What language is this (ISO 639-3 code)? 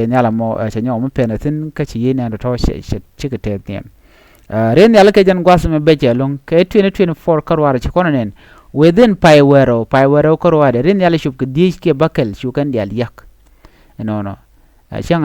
nus